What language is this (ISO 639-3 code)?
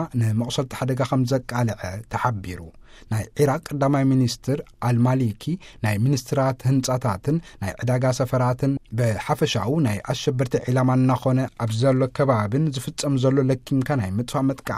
tir